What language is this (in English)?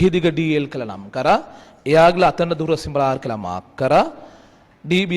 Sinhala